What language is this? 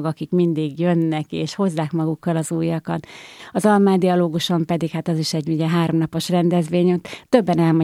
Hungarian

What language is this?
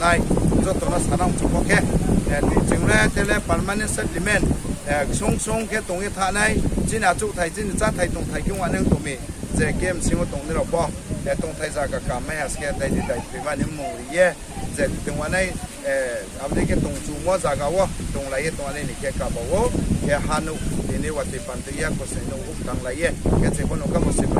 Riang (India)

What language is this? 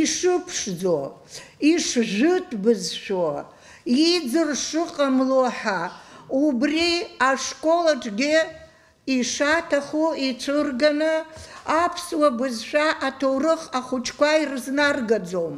Abkhazian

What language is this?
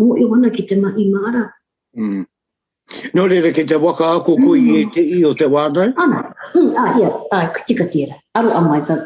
Māori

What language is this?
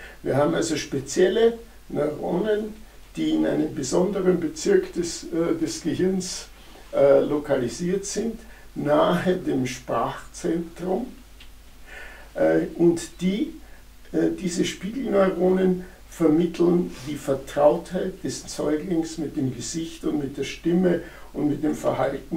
German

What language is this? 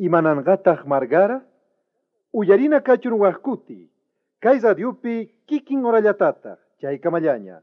South Bolivian Quechua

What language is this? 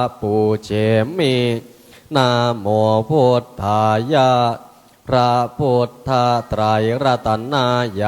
Pali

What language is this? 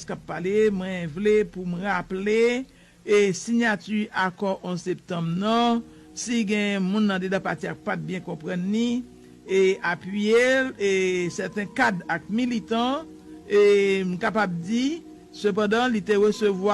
Haitian Creole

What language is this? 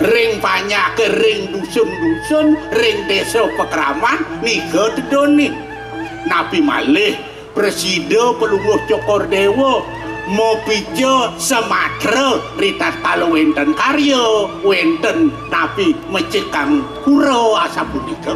Balinese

